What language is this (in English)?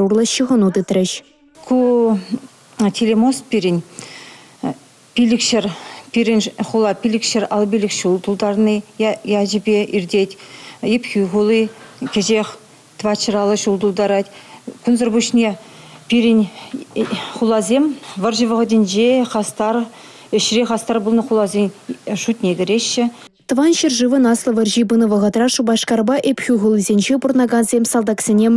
Chuvash